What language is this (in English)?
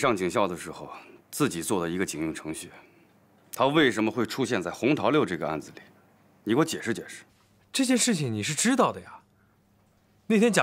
Chinese